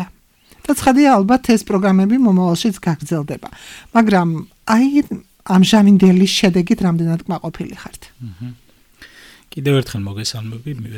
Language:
Georgian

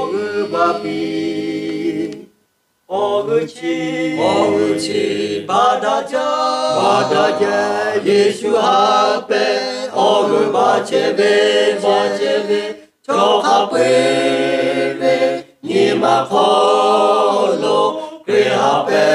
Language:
Lahu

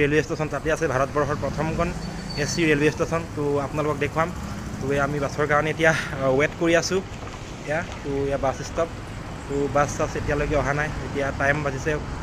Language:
Assamese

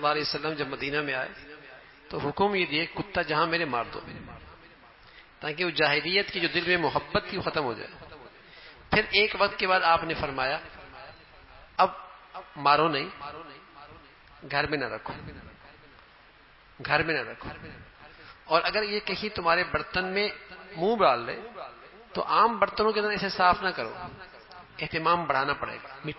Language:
Urdu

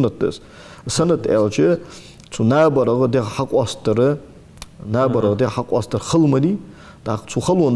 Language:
Ingush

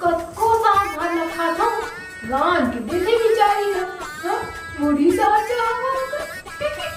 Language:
Chhattisgarhi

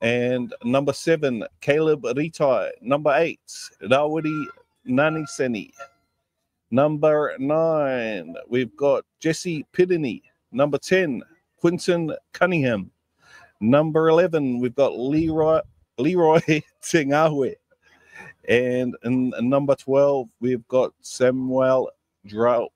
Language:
Māori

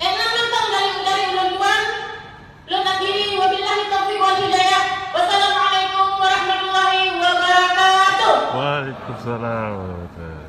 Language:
Achinese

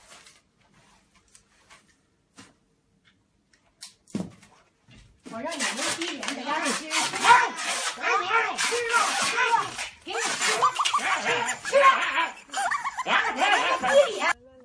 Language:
Chinese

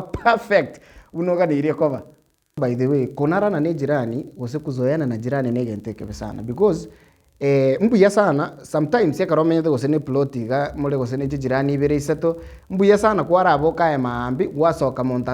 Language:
Gusii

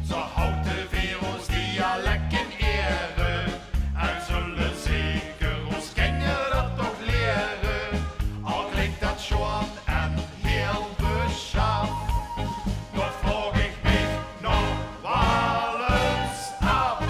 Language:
Limburgish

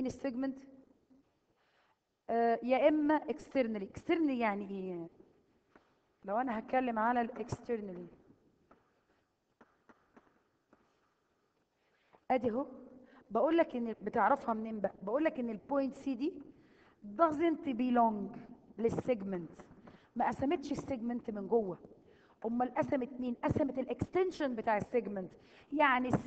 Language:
Egyptian Arabic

